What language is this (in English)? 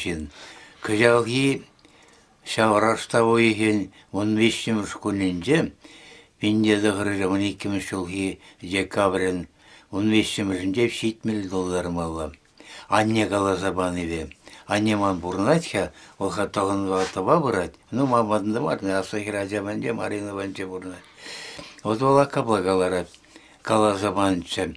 Chuvash